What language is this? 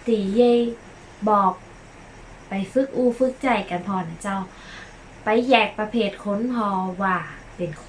Northern Thai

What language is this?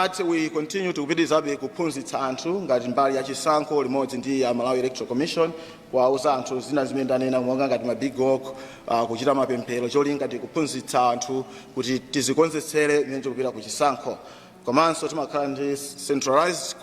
Nyanja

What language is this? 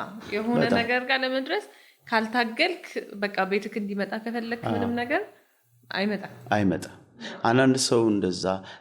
Amharic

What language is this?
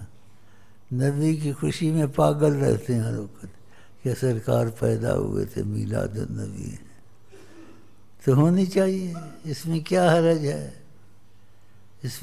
Urdu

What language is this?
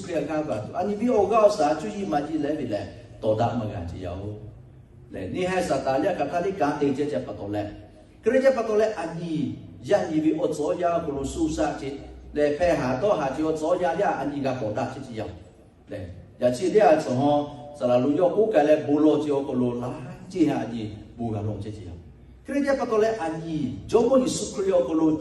Lahu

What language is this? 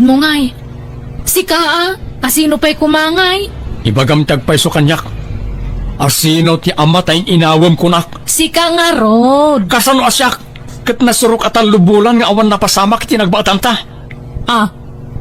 Iloko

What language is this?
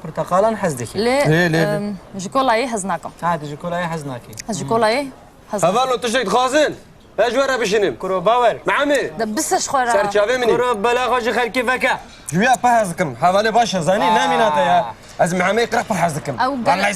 Kurdish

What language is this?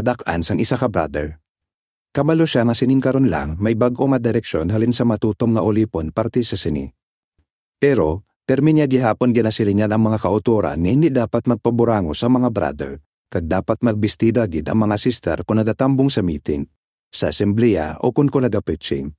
Hiligaynon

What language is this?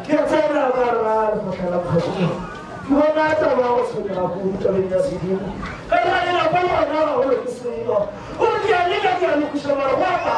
Northern Sotho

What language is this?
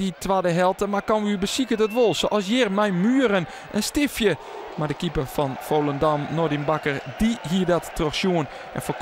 Western Frisian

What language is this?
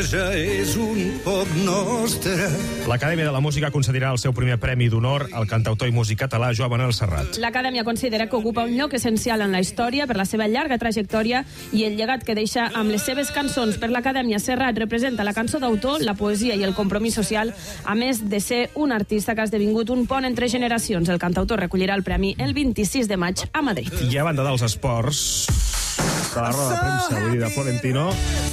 Catalan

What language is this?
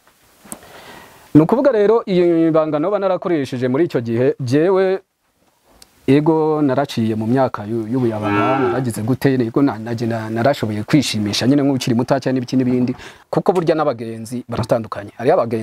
Rundi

